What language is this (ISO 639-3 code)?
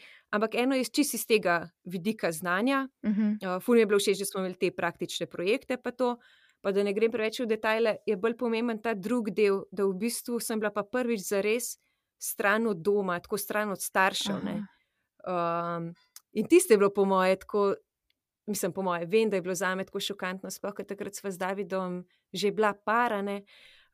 slv